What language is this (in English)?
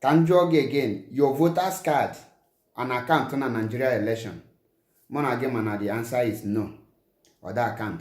Igbo